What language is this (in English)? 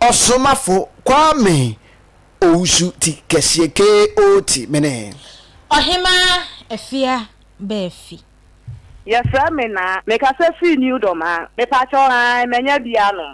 Akan